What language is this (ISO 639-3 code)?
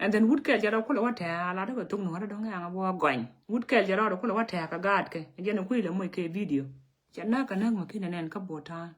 nus